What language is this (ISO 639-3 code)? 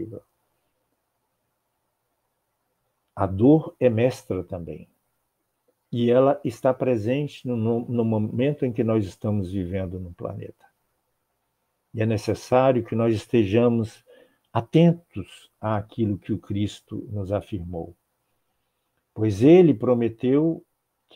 por